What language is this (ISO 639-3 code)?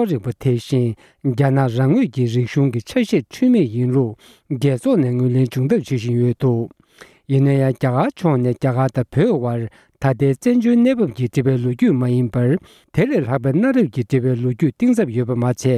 bod